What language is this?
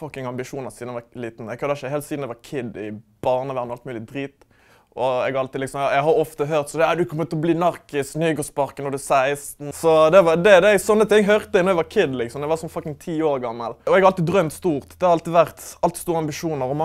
Norwegian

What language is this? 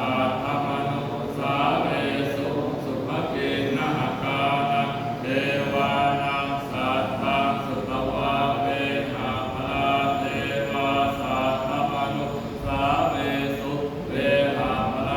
Pali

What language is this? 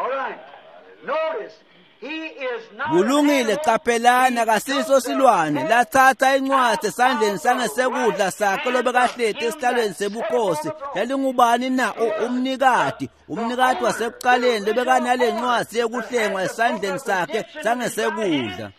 Swati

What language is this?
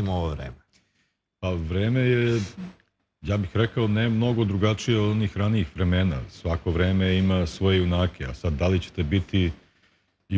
Serbian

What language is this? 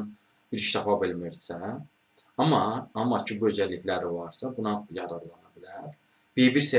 Azerbaijani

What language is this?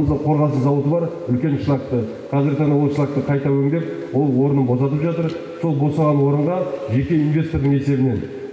Kazakh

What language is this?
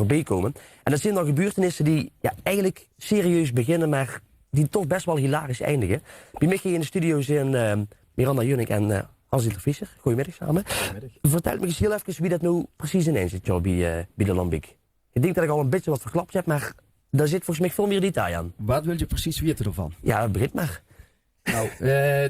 Limburgish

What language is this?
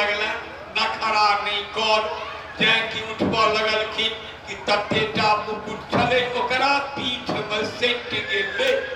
Maithili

